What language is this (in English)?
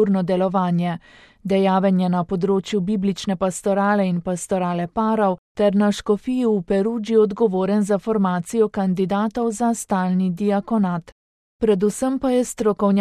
Slovenian